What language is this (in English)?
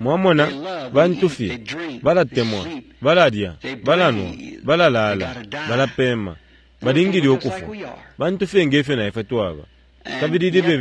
Bemba